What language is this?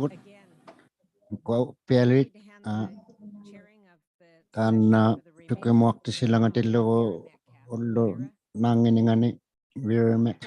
Inuktitut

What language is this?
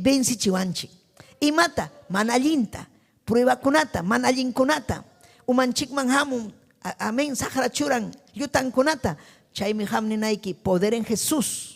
Ayacucho Quechua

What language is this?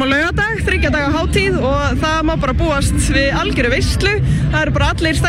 Icelandic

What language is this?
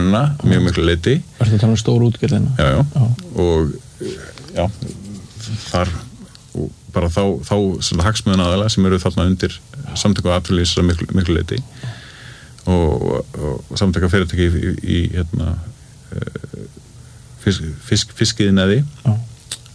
Icelandic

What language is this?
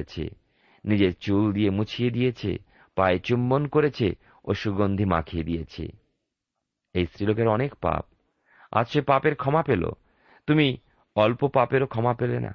Bangla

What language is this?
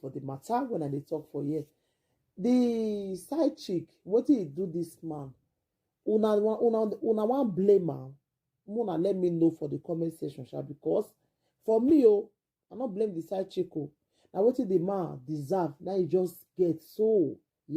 Nigerian Pidgin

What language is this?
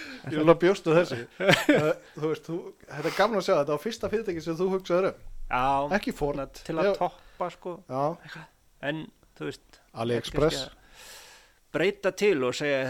Icelandic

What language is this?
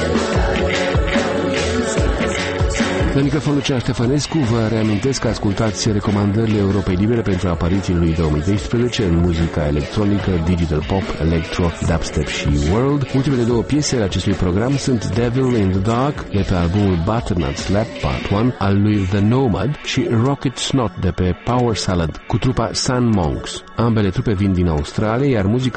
Romanian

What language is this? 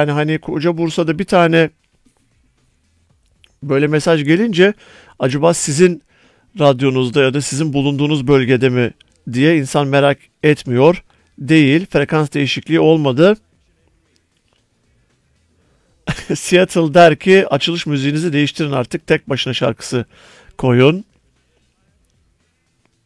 Turkish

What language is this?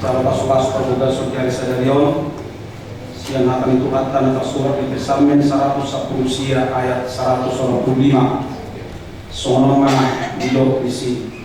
Batak Toba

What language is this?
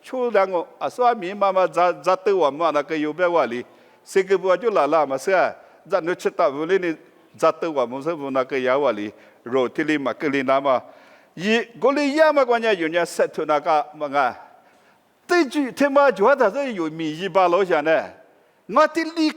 Lisu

